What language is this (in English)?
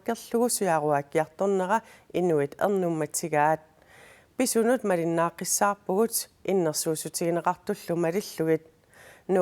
Kalaallisut